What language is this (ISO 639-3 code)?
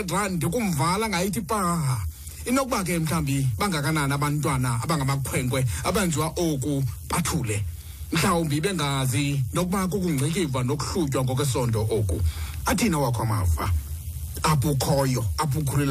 xho